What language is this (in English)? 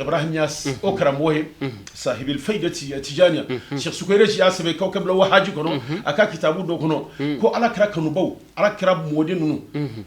Bambara